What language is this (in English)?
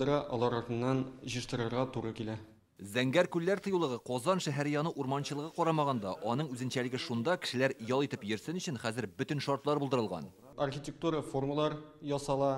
Tatar